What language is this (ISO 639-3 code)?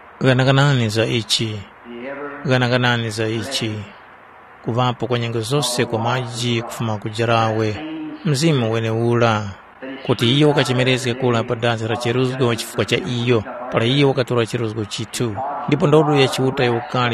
tum